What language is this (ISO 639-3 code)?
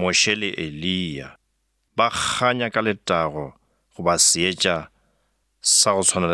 nso